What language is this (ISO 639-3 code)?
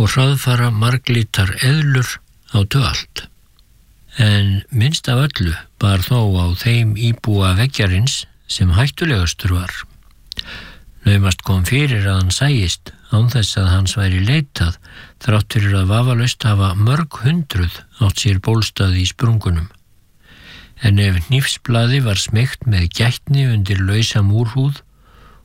isl